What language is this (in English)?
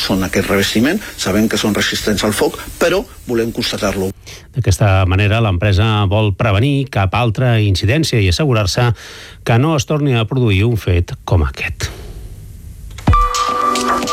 Catalan